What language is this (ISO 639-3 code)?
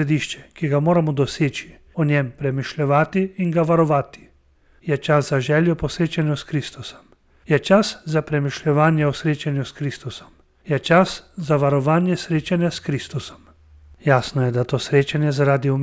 slv